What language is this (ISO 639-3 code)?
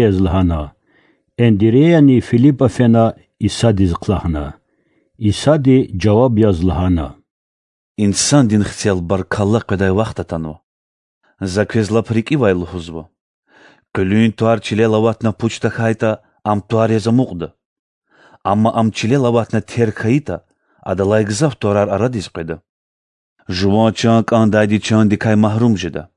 lez